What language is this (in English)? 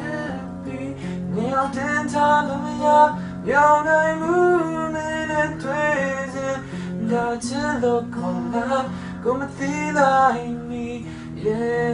Burmese